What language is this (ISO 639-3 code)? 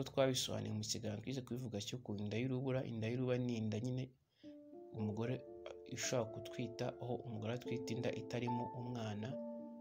kin